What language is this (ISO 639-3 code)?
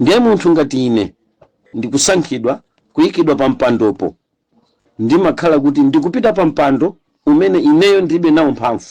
nya